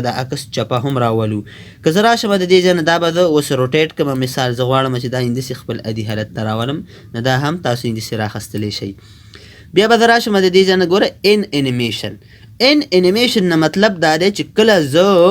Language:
Pashto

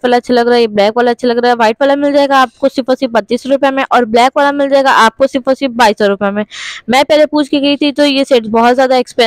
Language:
Hindi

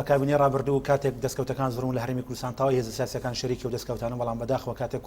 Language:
Central Kurdish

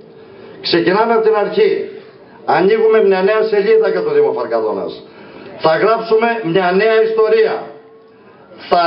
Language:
Greek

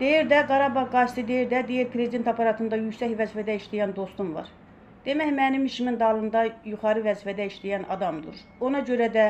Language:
Azerbaijani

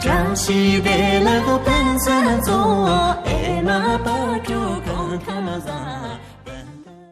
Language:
Tibetan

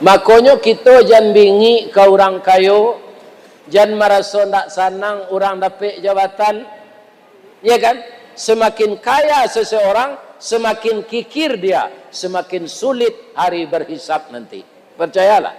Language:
Minangkabau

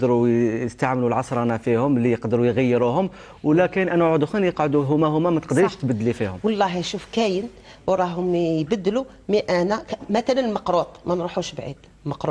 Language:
Algerian Arabic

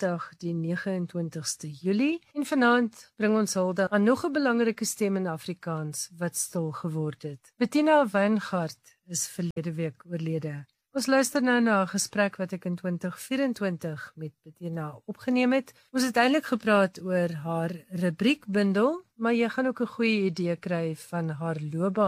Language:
Afrikaans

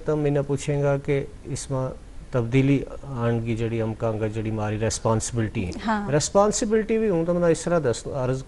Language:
Gujari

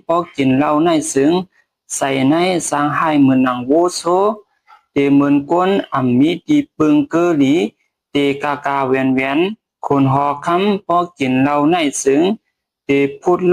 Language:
Shan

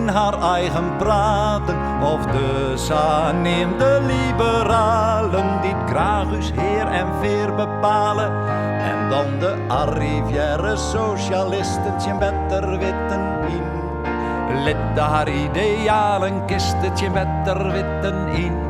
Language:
Western Frisian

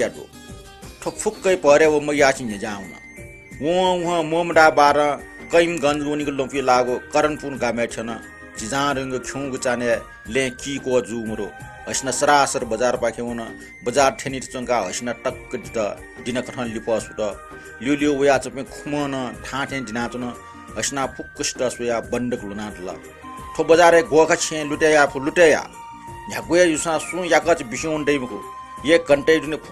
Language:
Newari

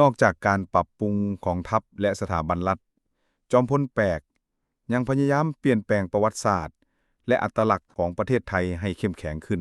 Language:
Lao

